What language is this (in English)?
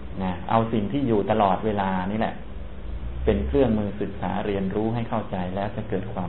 Thai